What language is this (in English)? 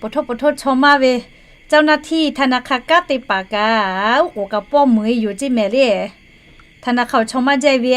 Lahu